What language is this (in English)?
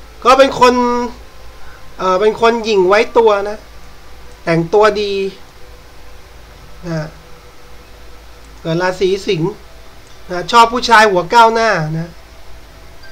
Thai